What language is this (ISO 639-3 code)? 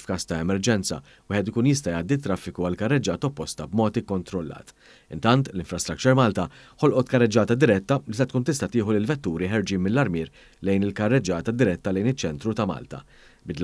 mlt